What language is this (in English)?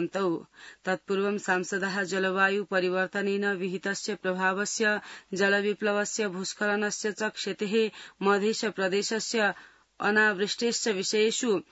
Sanskrit